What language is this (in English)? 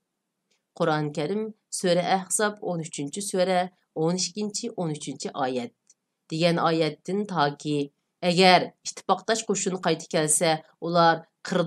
Uyghur